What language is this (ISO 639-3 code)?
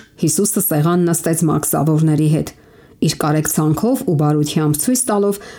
hye